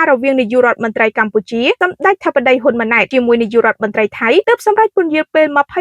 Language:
Khmer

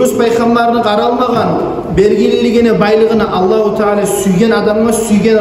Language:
Kumyk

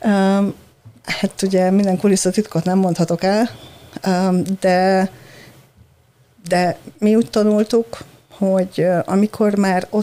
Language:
Hungarian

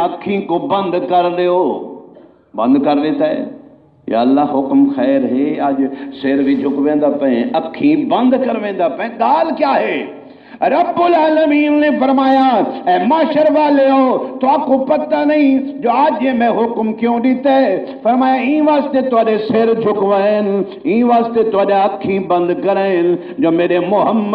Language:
Saraiki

